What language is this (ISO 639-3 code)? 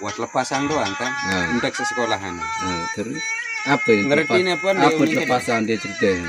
sas